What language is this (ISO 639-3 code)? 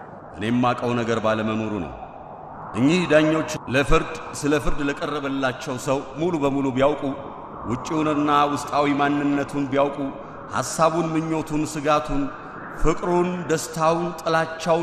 amh